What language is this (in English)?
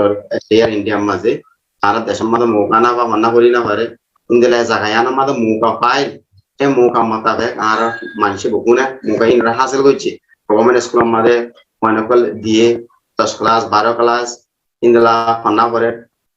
Rohingya